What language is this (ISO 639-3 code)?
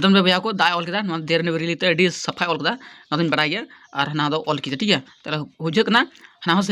sat